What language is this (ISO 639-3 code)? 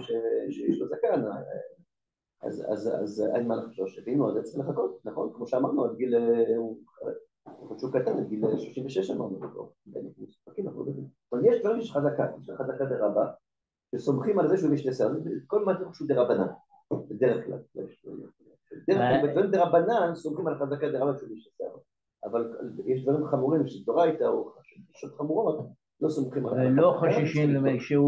heb